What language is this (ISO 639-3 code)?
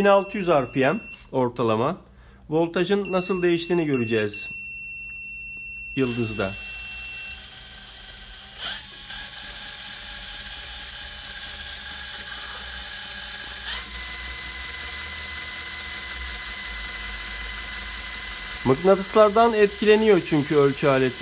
tur